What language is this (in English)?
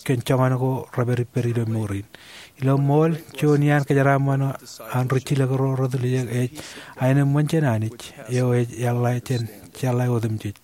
Marshallese